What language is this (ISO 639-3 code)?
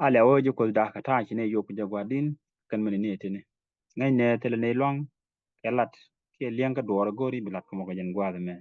nus